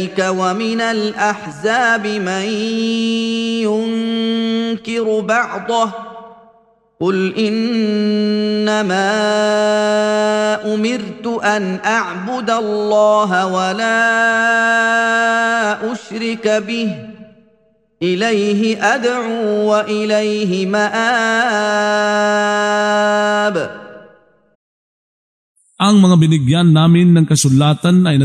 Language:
Filipino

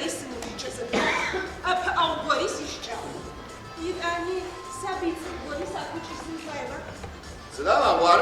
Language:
Adyghe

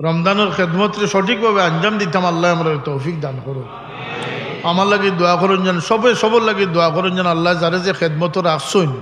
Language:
Sylheti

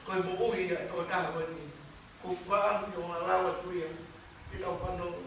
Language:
Tongan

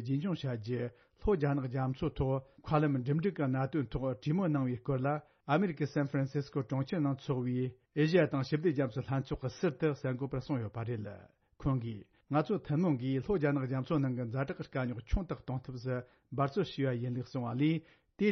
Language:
Tibetan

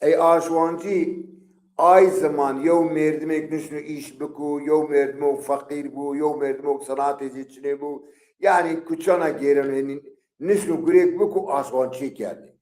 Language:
Zaza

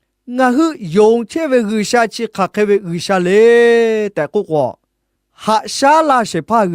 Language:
Lahu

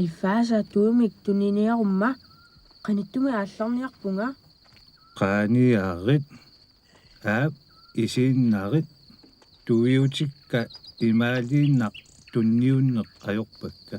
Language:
Kalaallisut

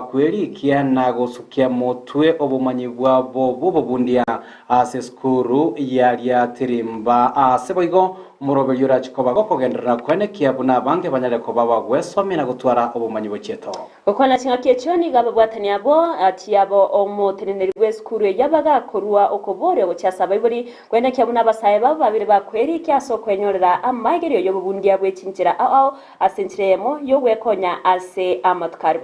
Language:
Gusii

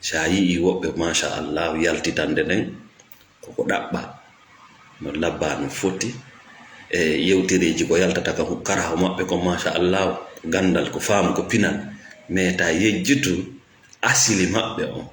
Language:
Fula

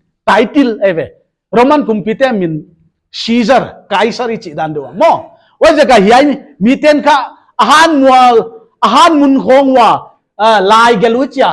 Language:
Paite Chin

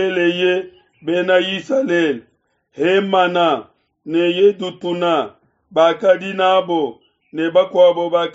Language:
Luba-Lulua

